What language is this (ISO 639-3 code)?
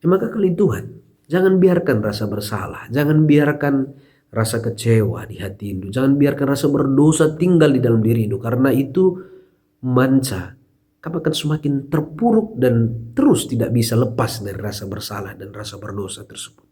btx